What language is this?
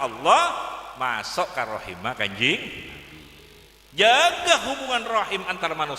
Madurese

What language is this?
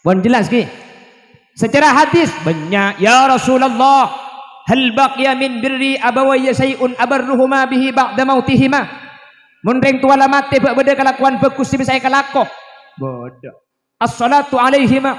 Madurese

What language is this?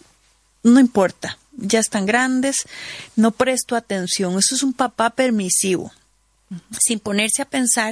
Spanish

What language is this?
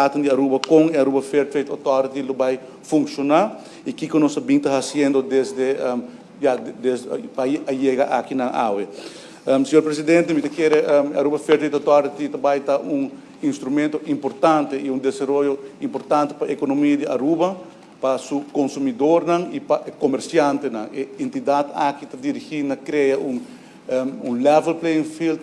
Papiamento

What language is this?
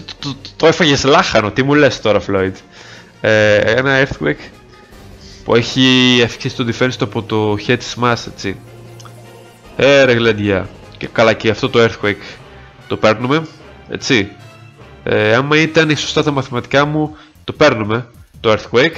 Greek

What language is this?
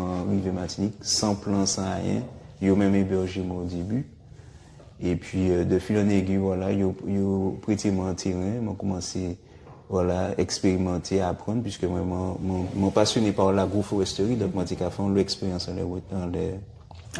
Guadeloupean Creole French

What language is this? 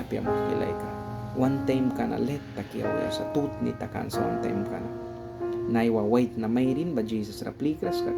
Mískito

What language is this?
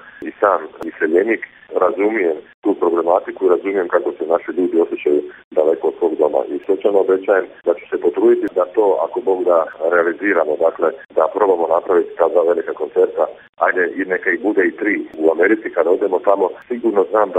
Croatian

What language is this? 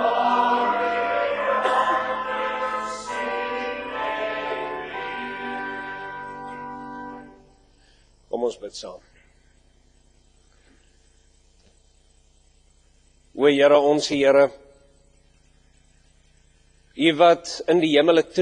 Afrikaans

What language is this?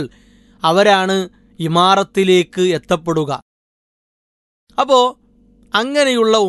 Malayalam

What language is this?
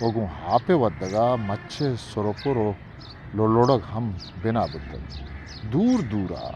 Eastern Balochi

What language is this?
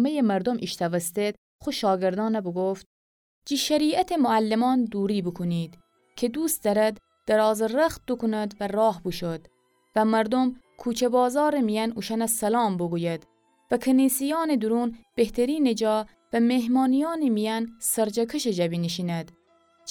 Gilaki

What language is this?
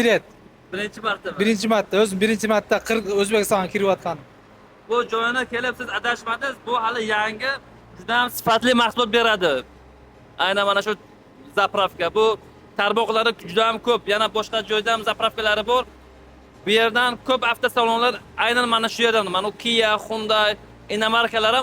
Uzbek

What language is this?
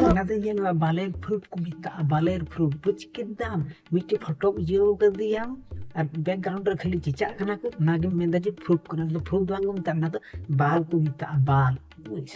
Santali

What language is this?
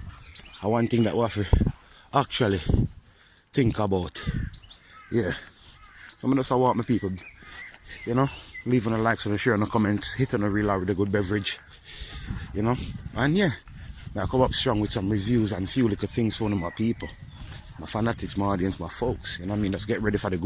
Jamaican Creole English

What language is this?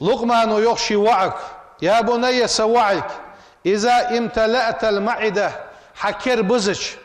Ingush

